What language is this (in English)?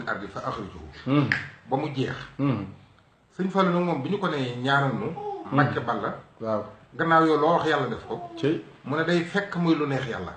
Wolof